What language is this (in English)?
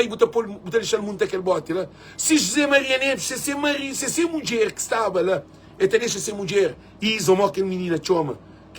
Kabuverdianu